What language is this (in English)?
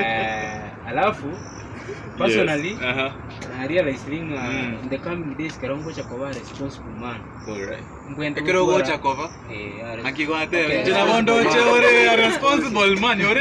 Gusii